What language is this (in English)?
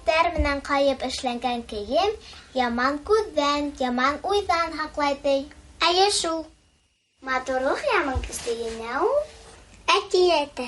Bashkir